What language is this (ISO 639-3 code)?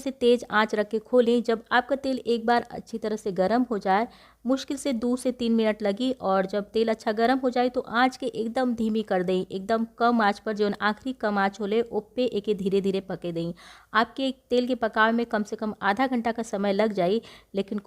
bho